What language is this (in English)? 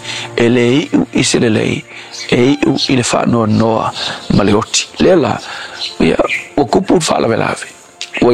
Samoan